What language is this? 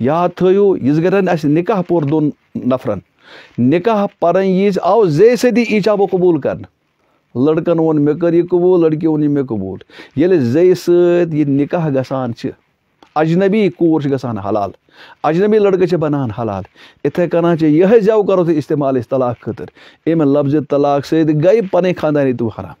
Kashmiri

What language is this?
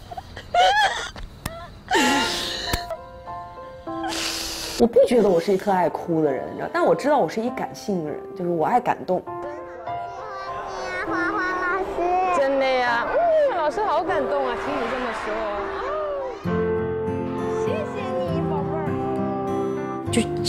Chinese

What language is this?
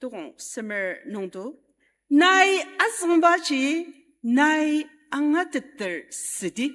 Ao Naga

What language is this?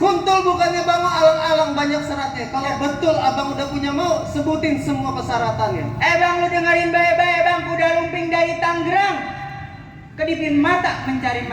Betawi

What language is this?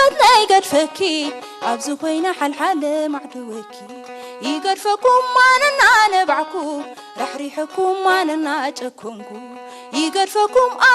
Tigrinya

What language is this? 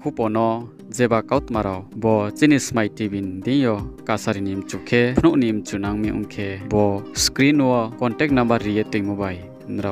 Riang (India)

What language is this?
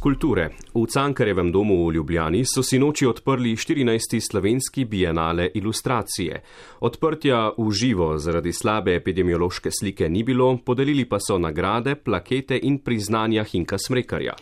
Slovenian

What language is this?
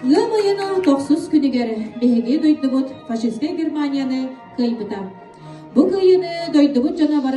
Yakut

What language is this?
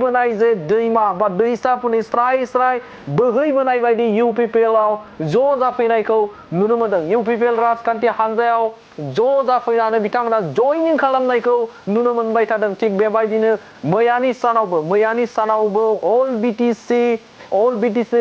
Bodo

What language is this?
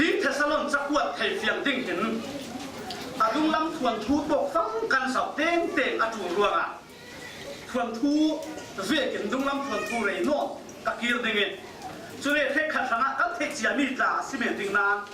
Falam Chin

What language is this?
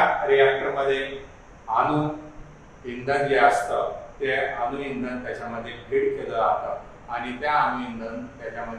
Marathi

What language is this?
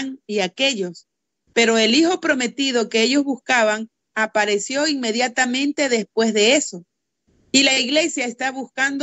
Spanish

